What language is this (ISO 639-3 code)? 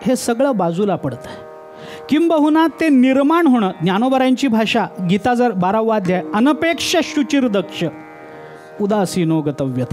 mar